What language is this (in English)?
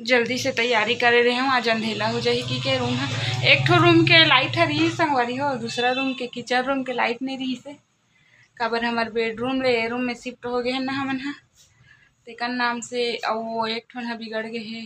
Chhattisgarhi